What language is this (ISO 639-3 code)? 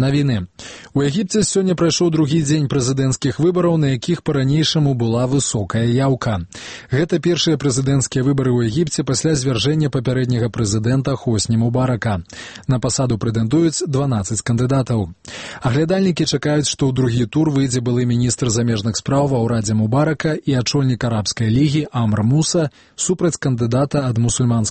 bel